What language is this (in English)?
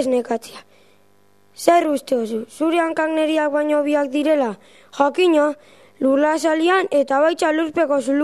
Basque